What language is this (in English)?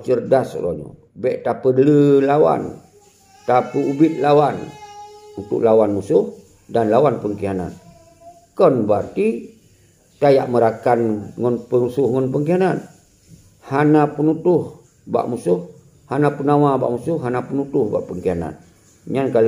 Achinese